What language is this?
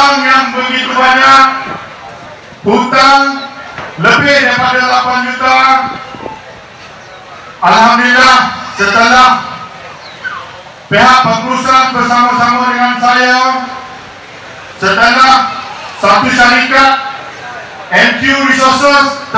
Malay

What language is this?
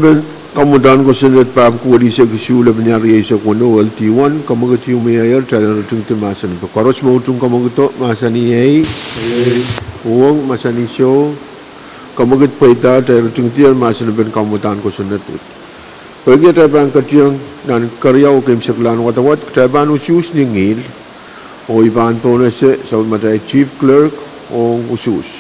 Pohnpeian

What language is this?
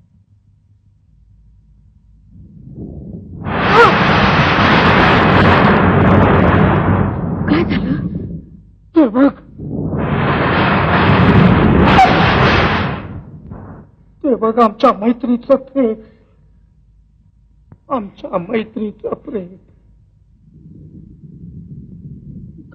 Marathi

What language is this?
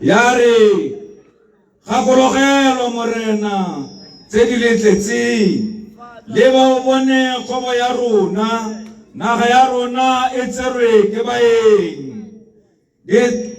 Tswana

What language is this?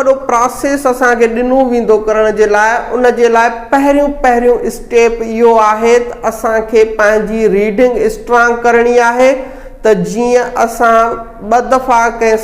Sindhi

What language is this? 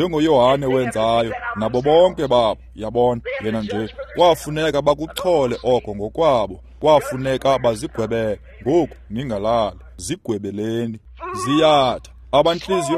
Xhosa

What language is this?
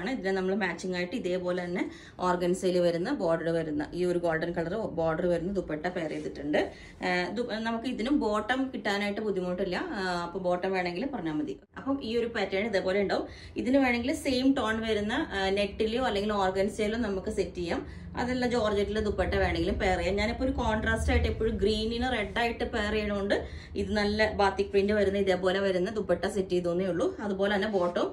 Malayalam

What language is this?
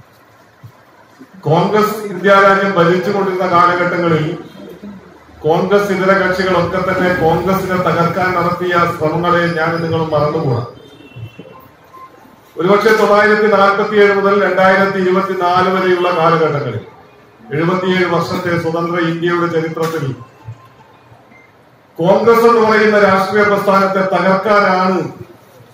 Malayalam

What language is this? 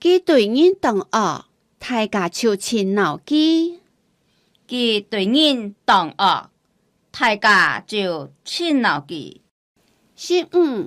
Hakka Chinese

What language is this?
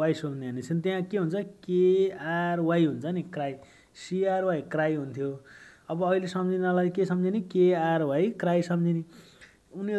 Nepali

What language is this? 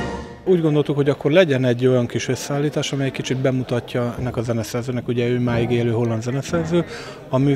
Hungarian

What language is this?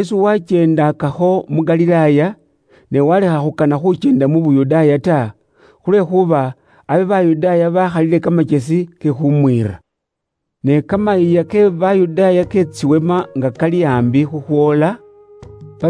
Luyia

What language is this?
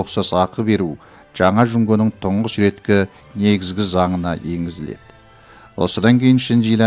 Kazakh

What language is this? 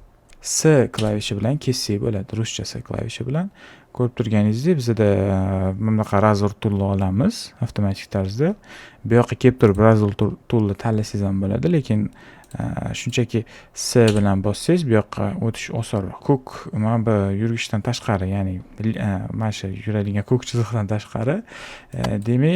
Uzbek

